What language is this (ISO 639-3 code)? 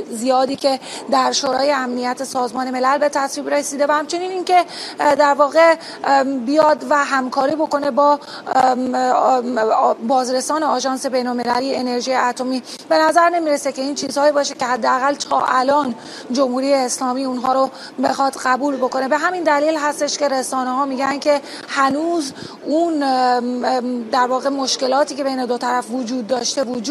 fas